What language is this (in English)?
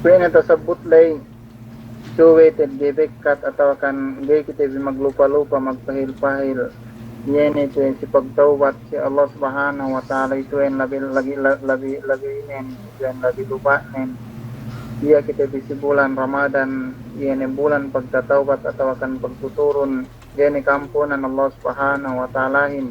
Yakan